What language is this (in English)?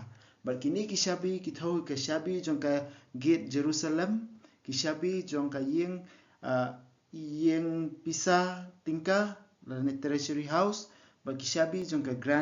Khasi